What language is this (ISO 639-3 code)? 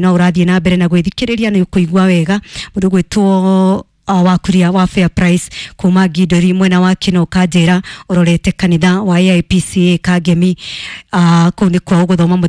kik